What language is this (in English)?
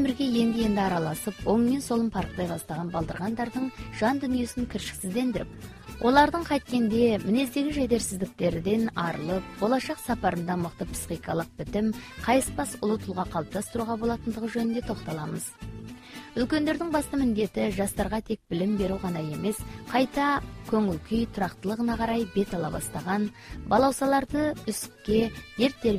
Kazakh